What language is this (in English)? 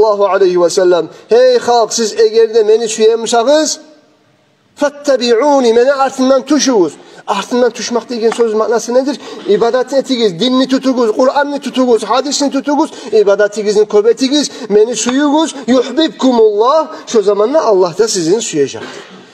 Kumyk